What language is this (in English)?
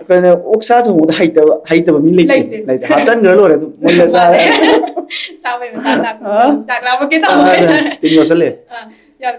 Manipuri